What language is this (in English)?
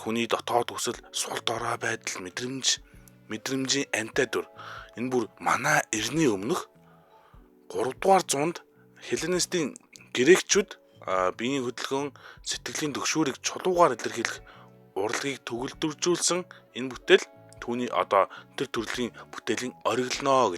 Mongolian